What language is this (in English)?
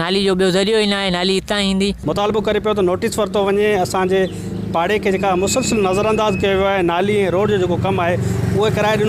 Sindhi